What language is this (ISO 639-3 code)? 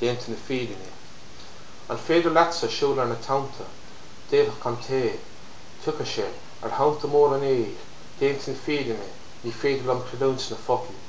gle